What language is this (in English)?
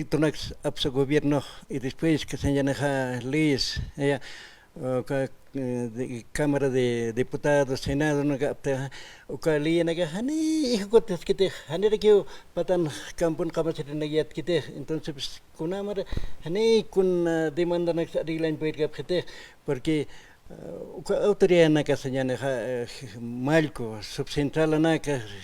Aymara